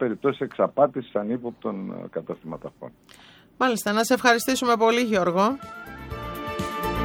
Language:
Greek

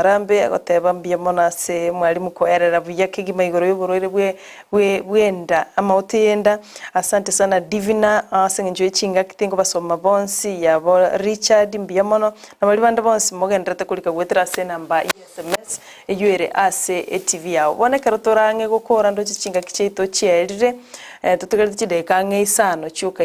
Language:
Gusii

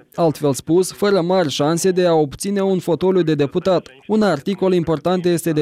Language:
Romanian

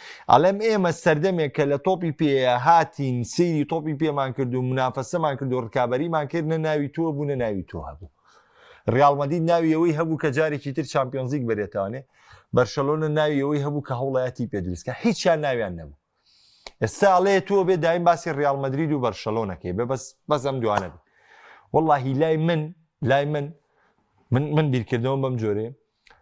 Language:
Central Kurdish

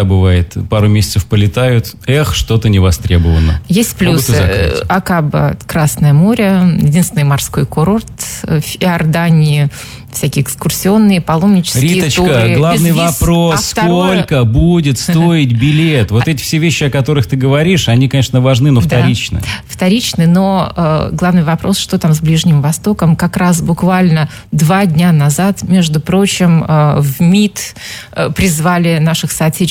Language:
Russian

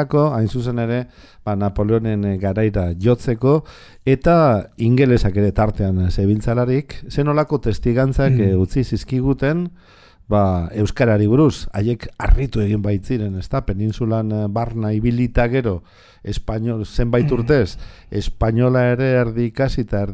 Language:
Basque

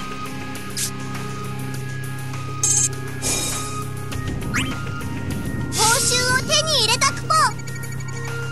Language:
Japanese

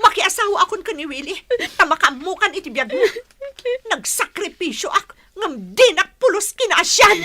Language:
Iloko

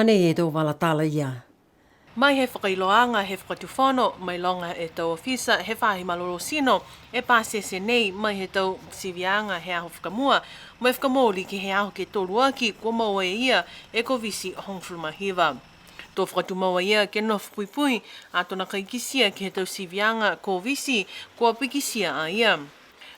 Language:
Niuean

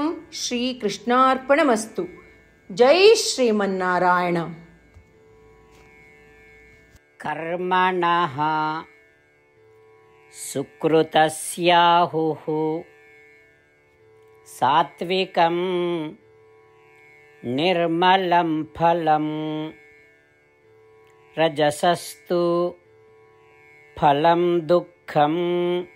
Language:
Kannada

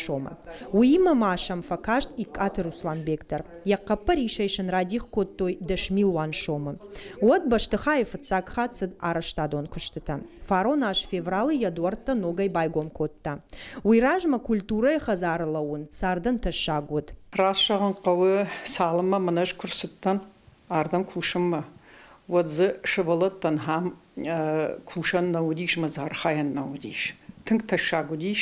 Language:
Ossetic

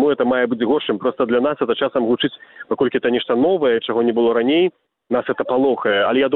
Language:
Belarusian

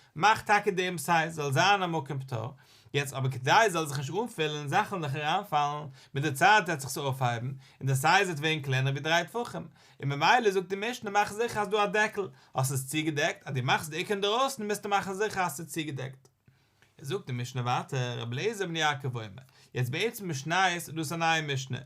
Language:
Yiddish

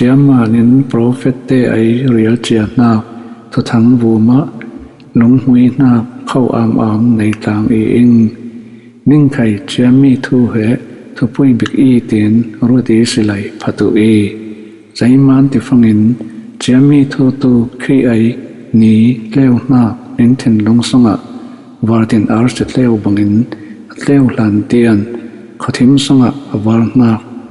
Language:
Falam Chin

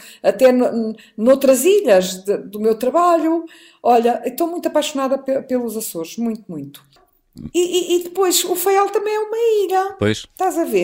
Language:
Portuguese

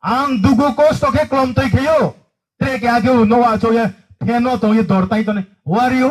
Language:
Riang (India)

